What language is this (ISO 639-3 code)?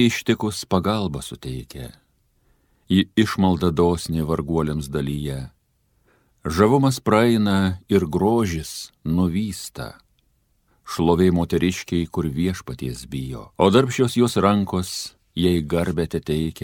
lit